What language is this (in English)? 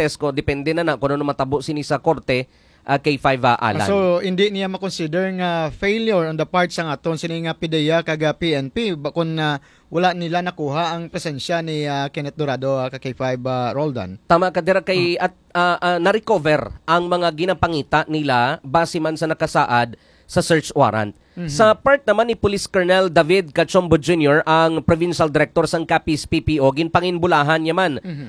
Hiligaynon